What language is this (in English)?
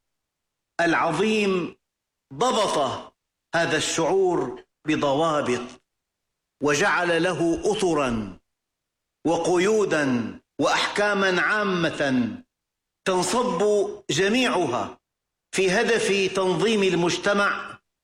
Arabic